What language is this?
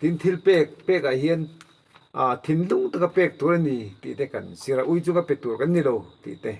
Mizo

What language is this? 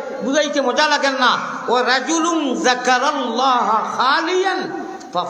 Sylheti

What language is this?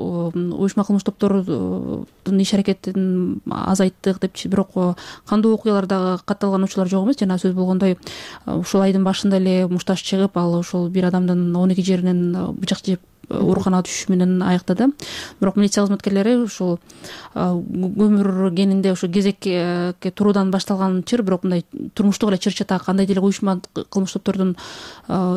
Kyrgyz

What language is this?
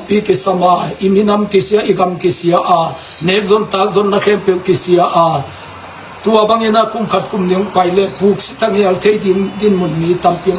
Tedim Chin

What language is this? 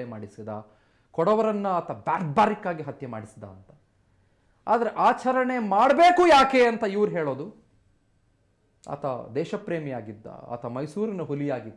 Kannada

